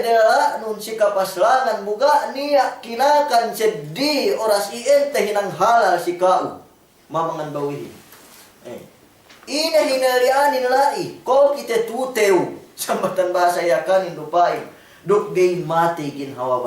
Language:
Yakan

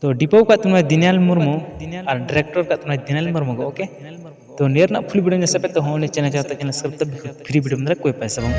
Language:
Santali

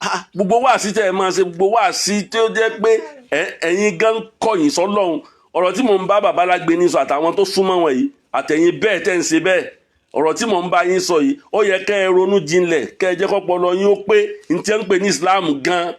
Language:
Yoruba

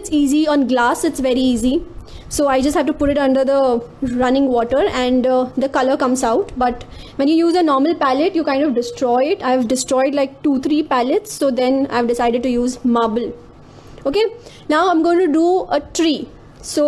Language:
English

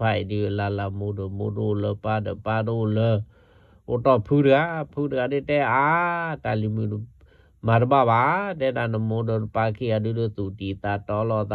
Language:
S'gaw Karen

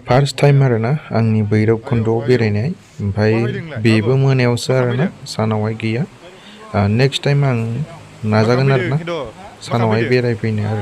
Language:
Bodo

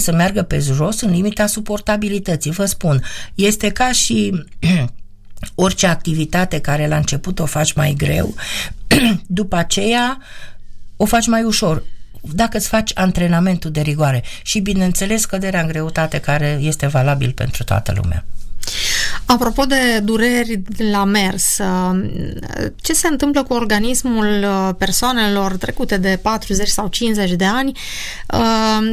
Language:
Romanian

